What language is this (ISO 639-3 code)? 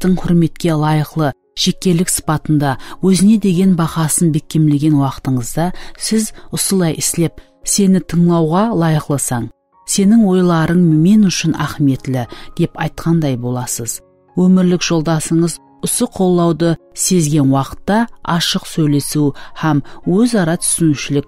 kaa